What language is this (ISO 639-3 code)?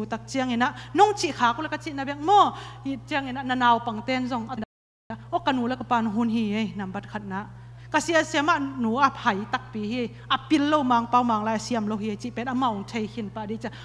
ctd